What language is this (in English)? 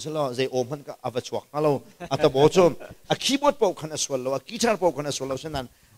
Hakha Chin